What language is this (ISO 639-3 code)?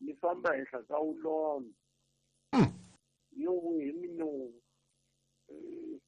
tso